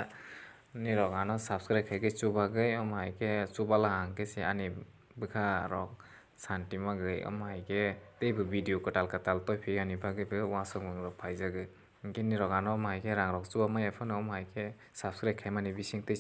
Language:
Kok Borok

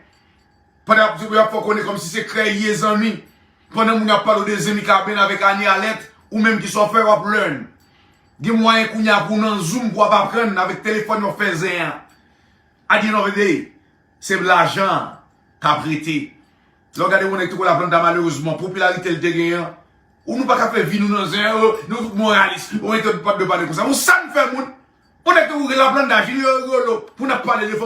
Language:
Haitian Creole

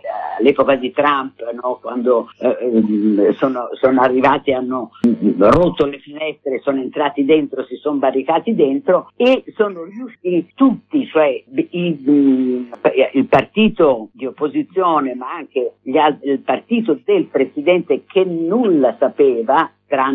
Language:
Italian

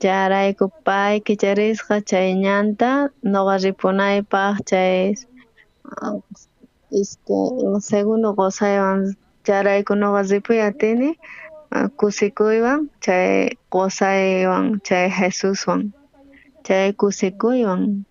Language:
South Bolivian Quechua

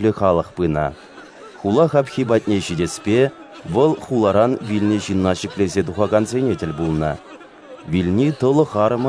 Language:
Chuvash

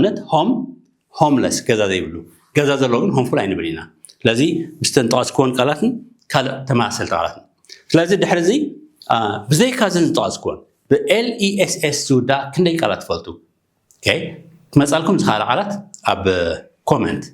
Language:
Tigrinya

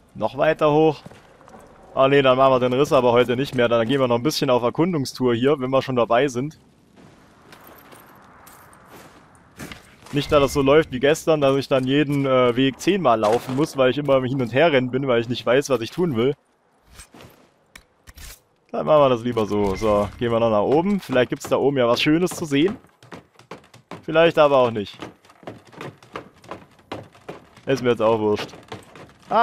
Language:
German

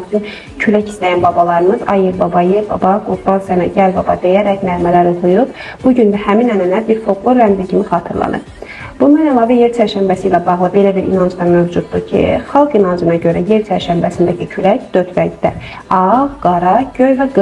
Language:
Azerbaijani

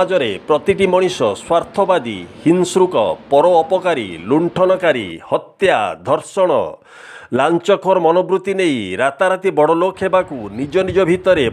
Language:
Odia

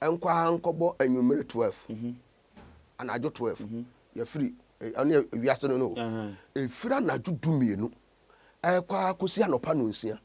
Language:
Akan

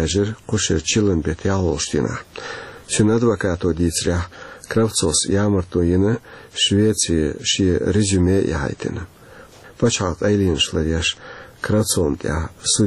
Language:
Chechen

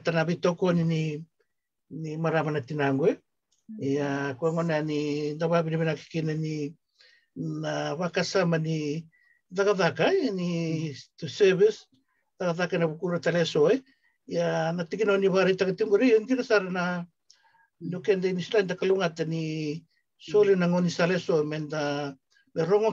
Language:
Fijian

